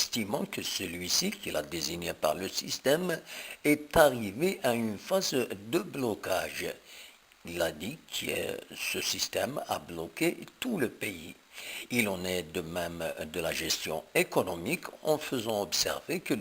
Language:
Algerian Arabic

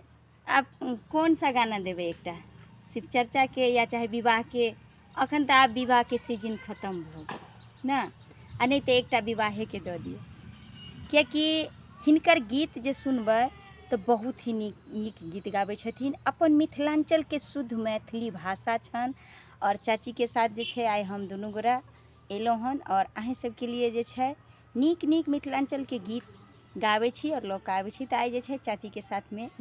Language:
Maithili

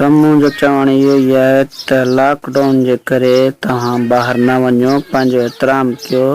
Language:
Sindhi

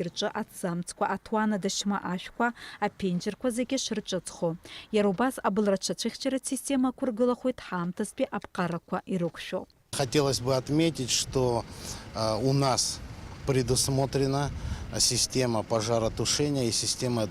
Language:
Abkhazian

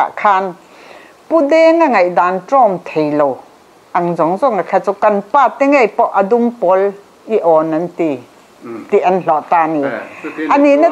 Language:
Mizo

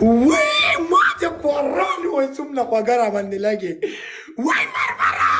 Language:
Pashto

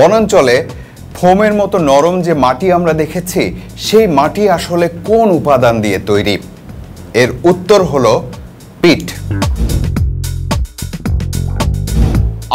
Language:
Bangla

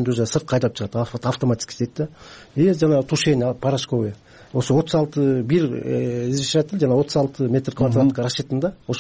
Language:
Kyrgyz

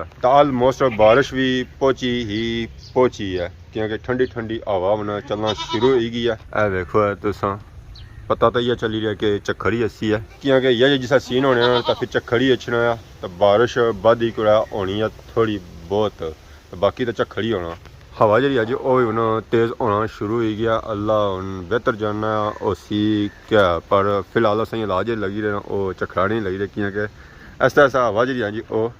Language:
Pahari-Potwari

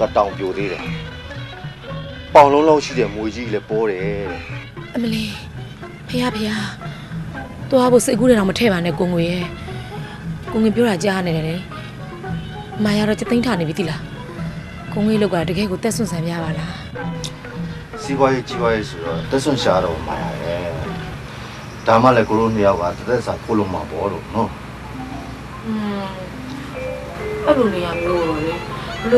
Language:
Burmese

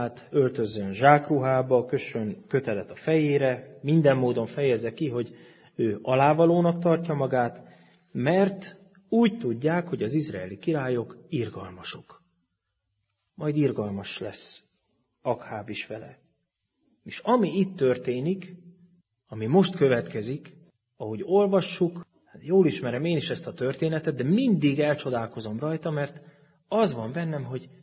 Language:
Hungarian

